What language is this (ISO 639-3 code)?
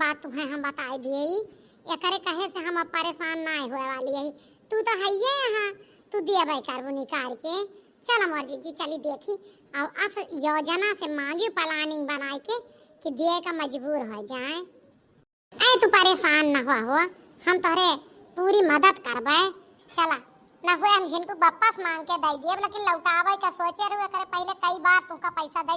awa